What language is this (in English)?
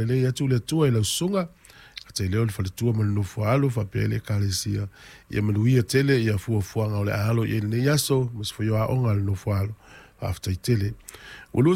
Samoan